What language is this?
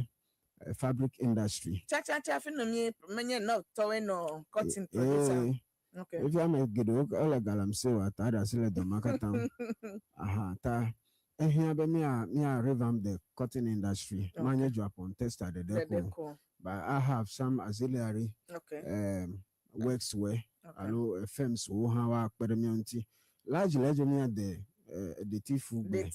Ewe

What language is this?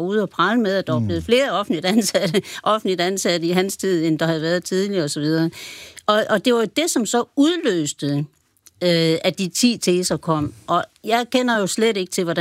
Danish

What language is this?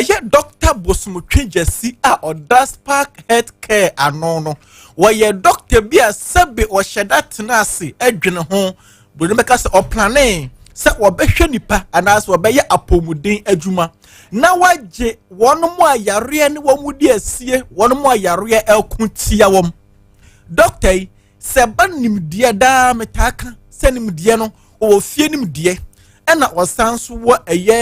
Akan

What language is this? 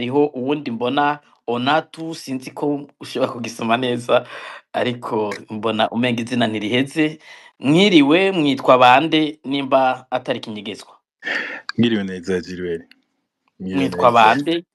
Rundi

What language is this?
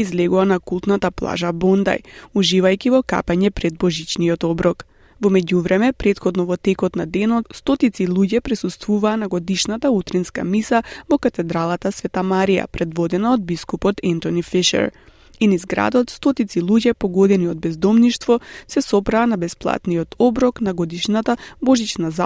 Macedonian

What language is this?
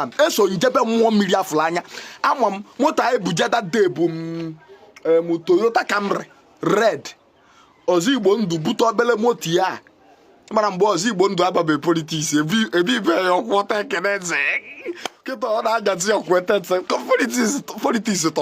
Igbo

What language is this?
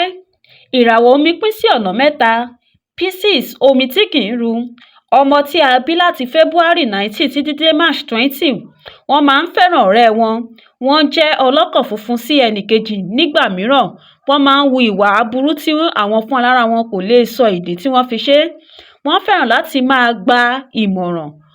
Yoruba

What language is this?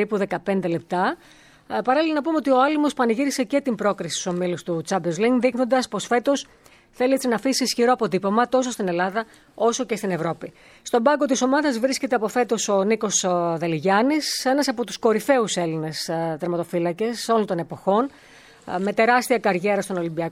Greek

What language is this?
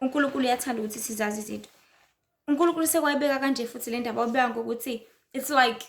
Zulu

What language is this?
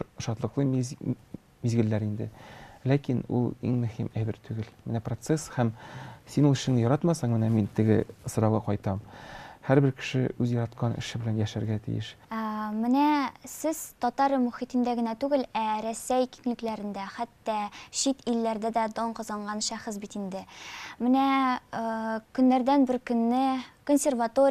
Tatar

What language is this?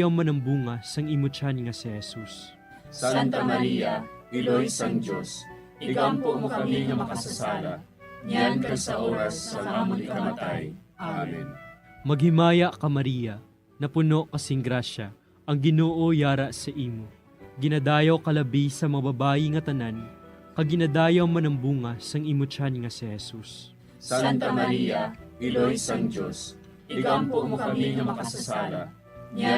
Hiligaynon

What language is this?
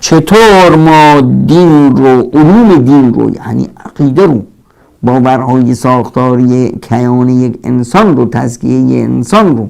Persian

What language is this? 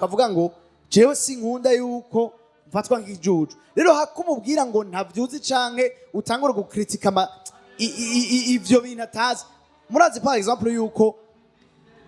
Rundi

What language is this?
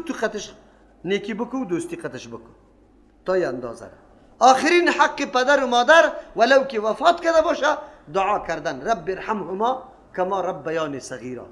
Persian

